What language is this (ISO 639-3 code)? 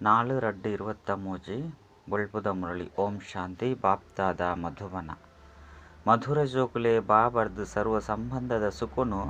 tcy